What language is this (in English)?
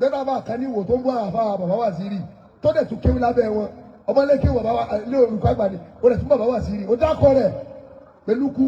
Yoruba